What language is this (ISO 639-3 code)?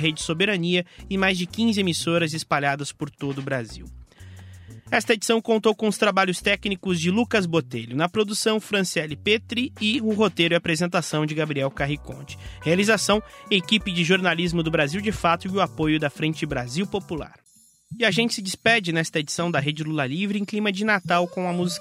por